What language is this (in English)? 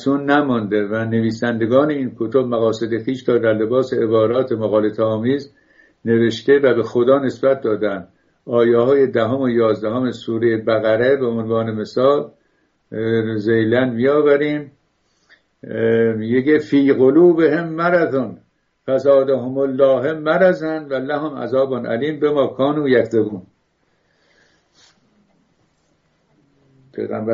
Persian